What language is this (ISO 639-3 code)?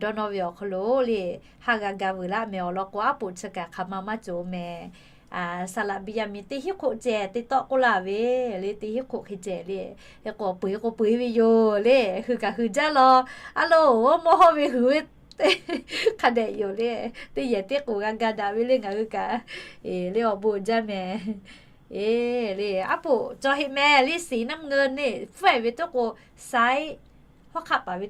lhu